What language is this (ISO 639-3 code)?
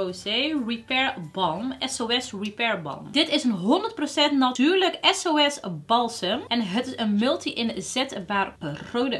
nld